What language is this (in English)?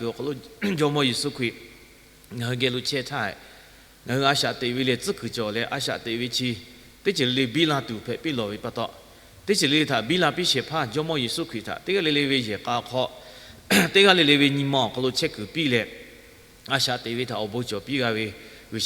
Lahu